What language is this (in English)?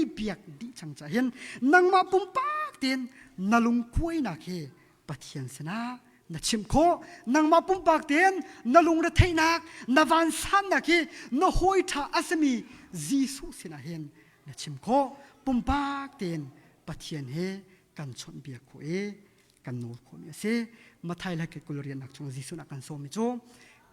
Hakha Chin